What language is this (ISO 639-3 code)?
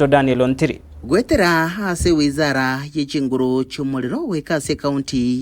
guz